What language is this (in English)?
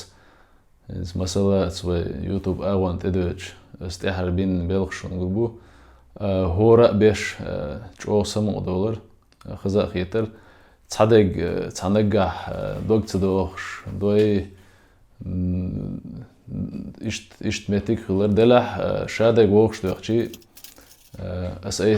Chechen